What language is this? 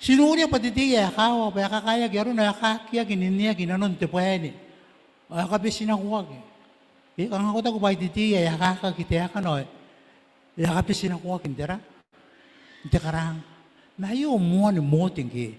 Gilbertese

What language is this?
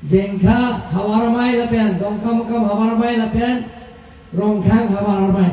Karbi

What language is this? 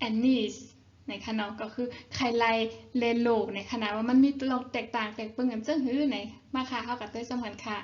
Shan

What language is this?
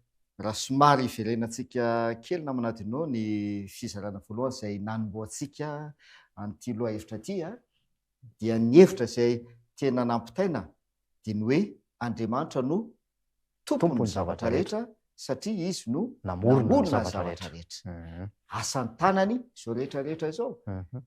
Malagasy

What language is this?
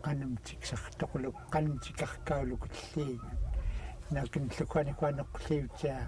Central Yupik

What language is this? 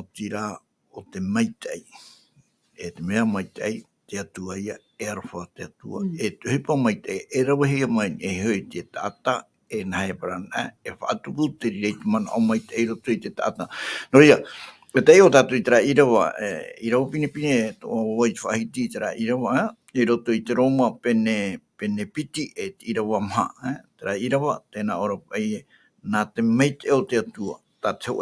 Tahitian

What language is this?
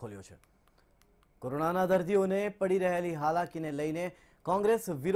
Gujarati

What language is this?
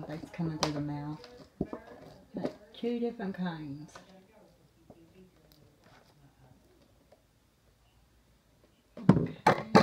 English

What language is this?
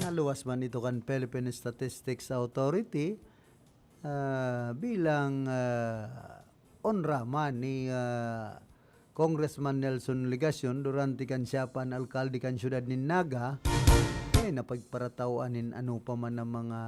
Bikol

